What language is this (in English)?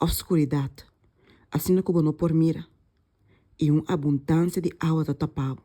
Papiamento